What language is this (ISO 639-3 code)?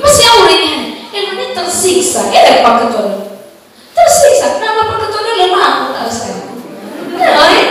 nia